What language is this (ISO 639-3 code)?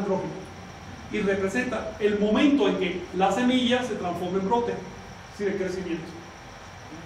spa